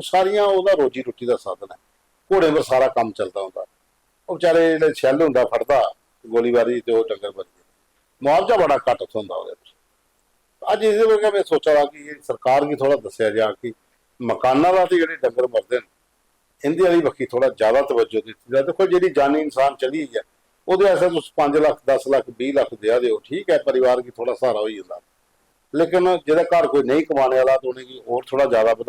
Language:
Dogri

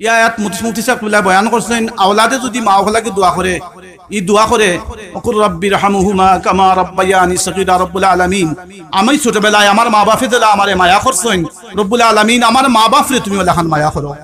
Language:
Sylheti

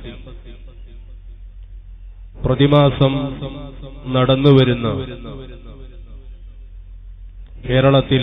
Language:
Malayalam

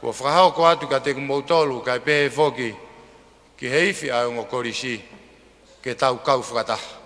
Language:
Tongan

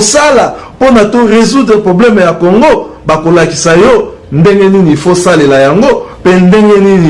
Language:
Lingala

